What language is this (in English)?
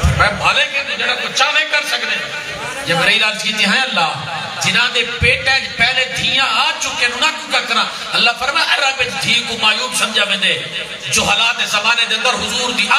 Saraiki